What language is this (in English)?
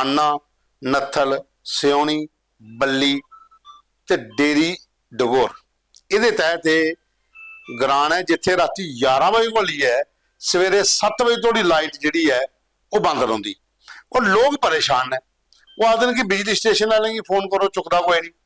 Dogri